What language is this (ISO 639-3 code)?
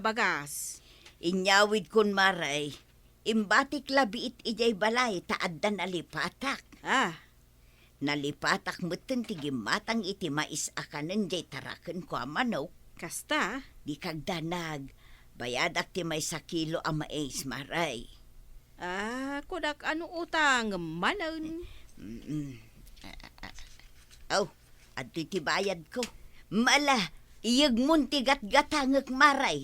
ilo